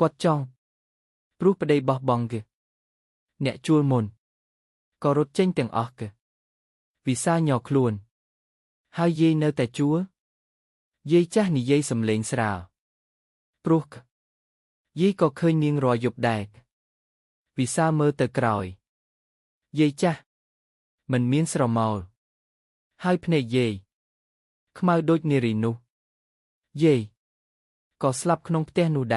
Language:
Khmer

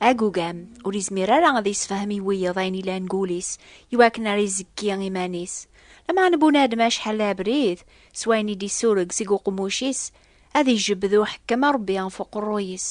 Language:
Kabyle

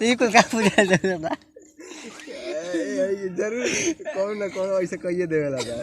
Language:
Bhojpuri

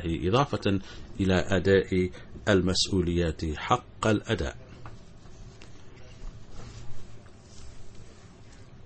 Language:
Arabic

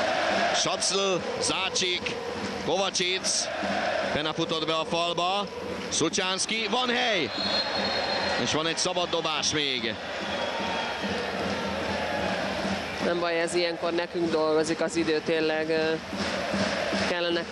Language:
Hungarian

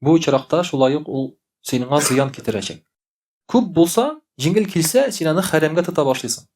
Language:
Tatar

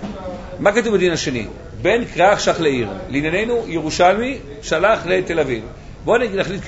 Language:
Hebrew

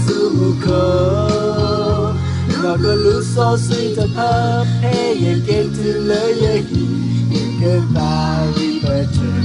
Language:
S'gaw Karen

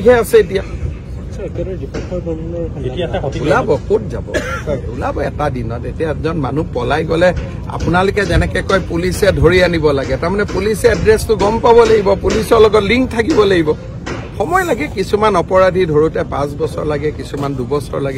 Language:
Assamese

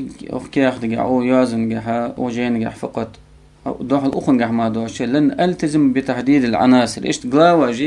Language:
Ingush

